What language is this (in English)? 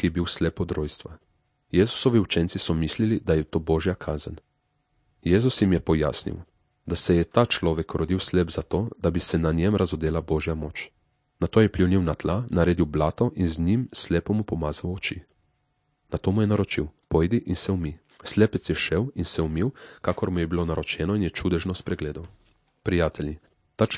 Slovenian